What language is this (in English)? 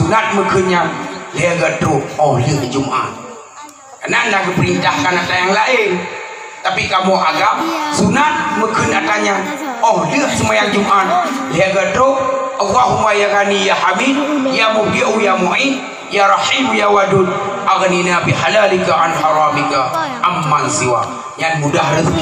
Achinese